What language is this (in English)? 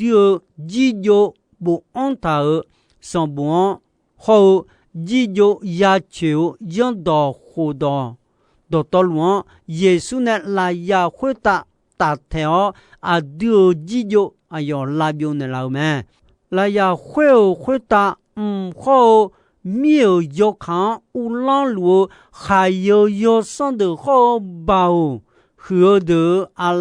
Akha